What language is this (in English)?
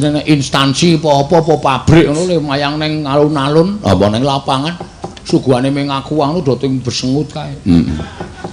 Javanese